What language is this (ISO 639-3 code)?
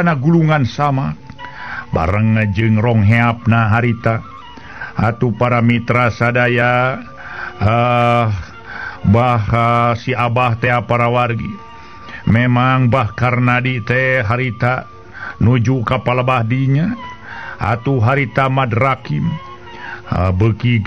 sun